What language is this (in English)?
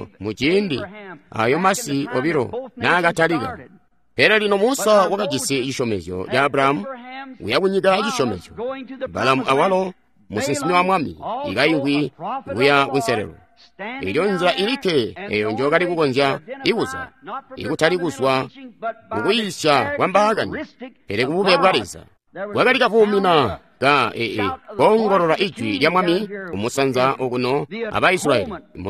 Tonga (Zambia)